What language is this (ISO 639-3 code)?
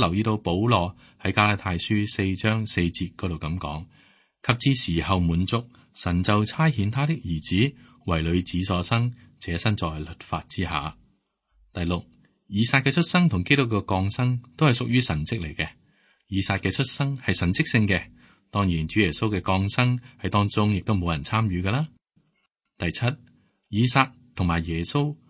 yue